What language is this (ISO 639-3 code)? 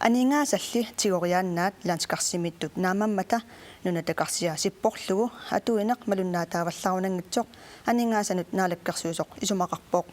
kal